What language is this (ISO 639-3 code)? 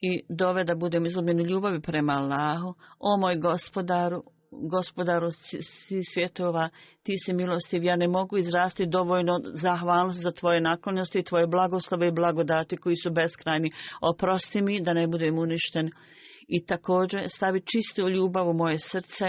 bos